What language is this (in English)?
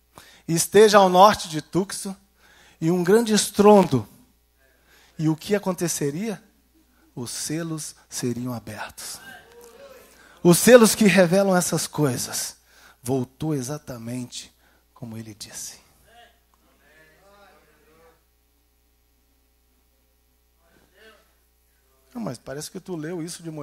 Portuguese